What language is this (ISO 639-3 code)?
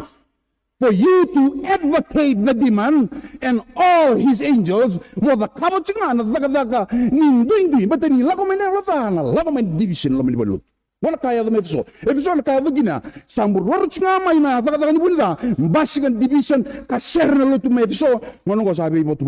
fij